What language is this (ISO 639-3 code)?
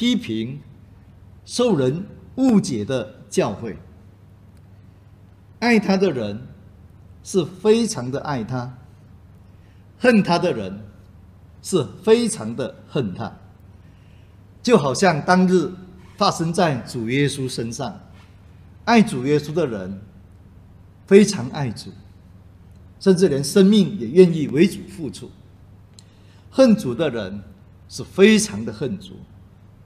zho